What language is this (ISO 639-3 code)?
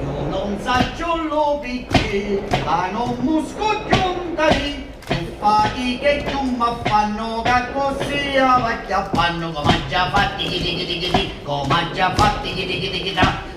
scn